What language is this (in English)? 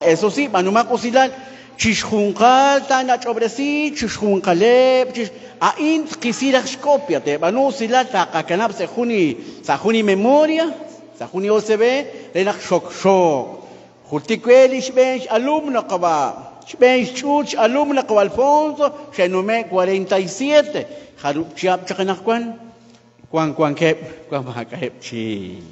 Kekchí